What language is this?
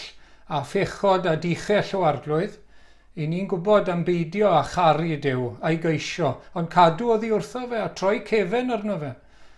Welsh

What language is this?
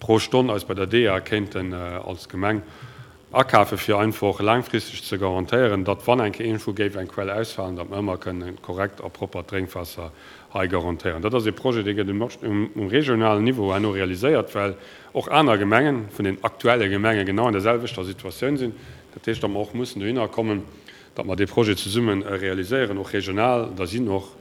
Luxembourgish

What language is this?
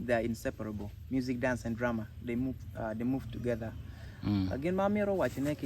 Acoli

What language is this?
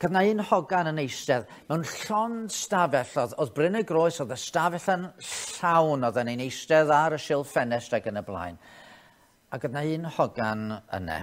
Welsh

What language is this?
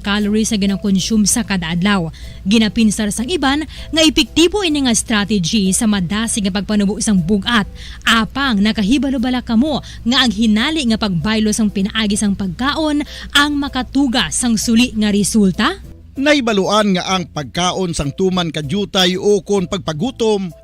Hiligaynon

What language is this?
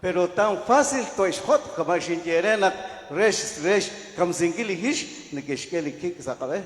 Kekchí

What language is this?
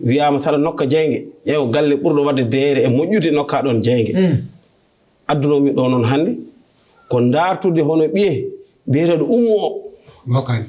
Fula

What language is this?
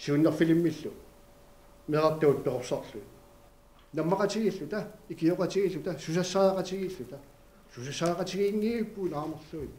Kalaallisut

